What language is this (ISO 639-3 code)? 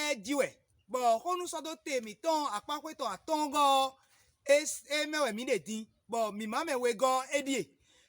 fon